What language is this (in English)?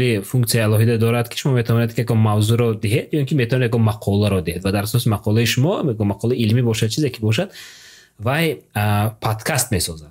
Tajik